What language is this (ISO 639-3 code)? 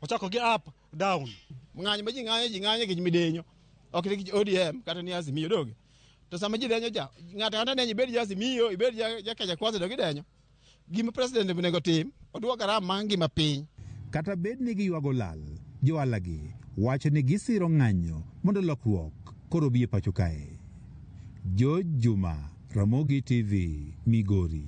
luo